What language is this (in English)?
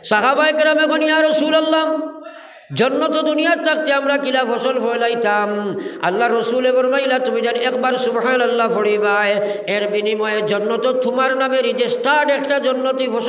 Sylheti